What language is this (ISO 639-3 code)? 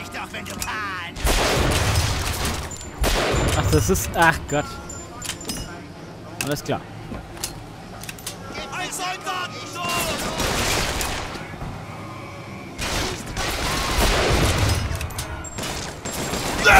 deu